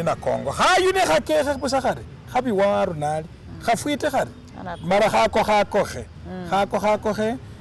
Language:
Masaaba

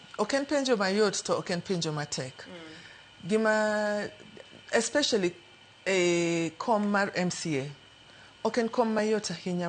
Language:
Luo (Kenya and Tanzania)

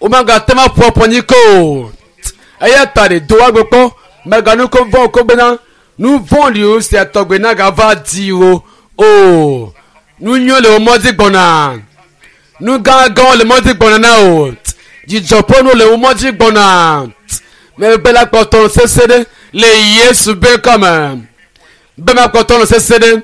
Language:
Ewe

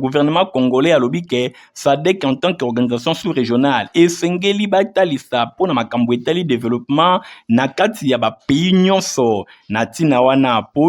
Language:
Lingala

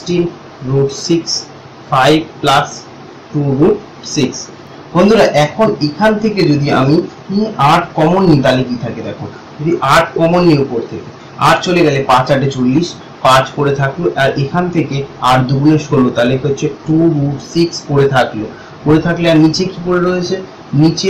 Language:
Bangla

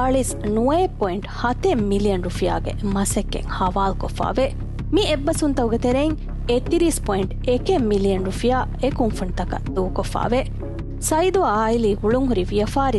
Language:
Divehi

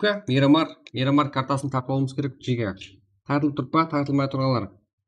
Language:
Kara-Kalpak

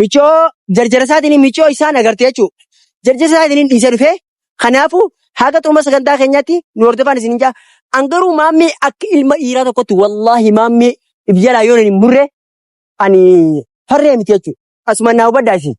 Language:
Oromo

